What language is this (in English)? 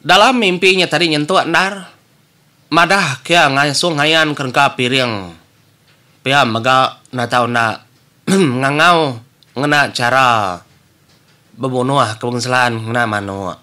Iban